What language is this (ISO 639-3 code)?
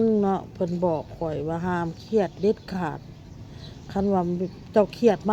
lao